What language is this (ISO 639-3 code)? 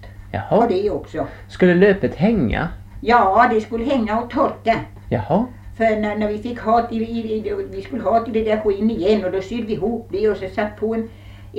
swe